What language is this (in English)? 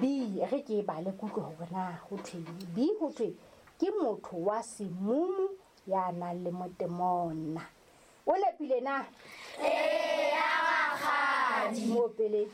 Southern Sotho